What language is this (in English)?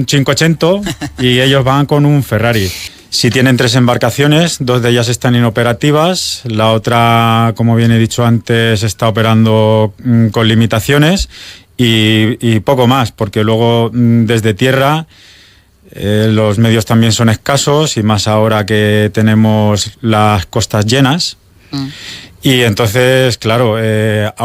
Spanish